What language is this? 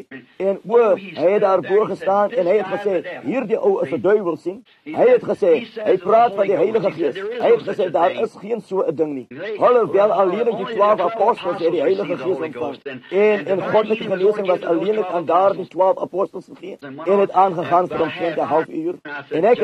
Afrikaans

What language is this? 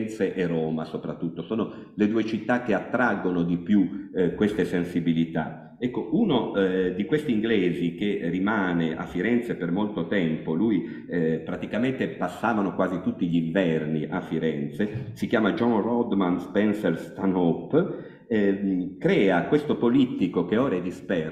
Italian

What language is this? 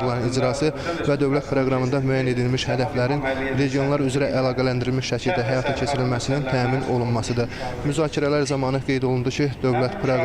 Azerbaijani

